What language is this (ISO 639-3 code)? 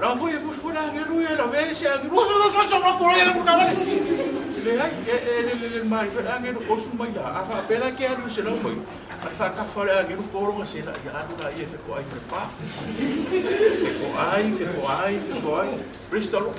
smo